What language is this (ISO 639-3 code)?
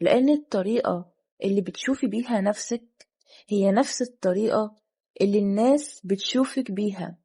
arz